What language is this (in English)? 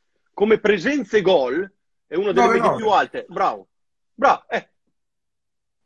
Italian